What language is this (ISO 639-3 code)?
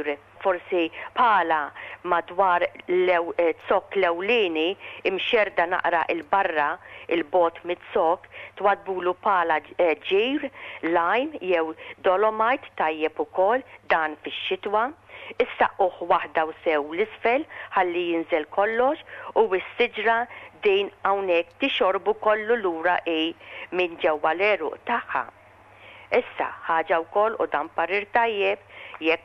mlt